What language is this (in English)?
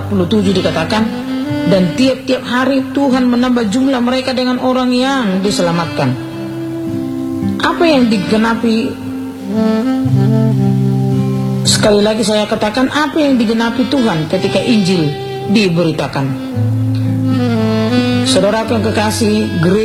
Indonesian